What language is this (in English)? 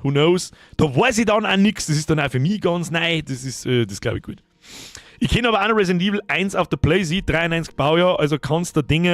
Bavarian